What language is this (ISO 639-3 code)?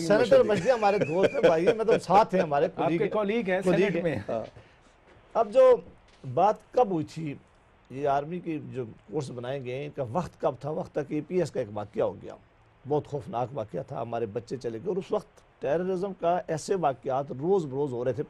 urd